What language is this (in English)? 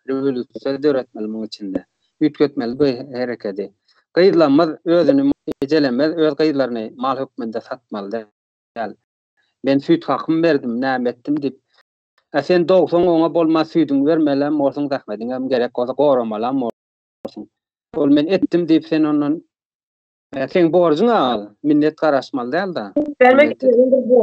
Turkmen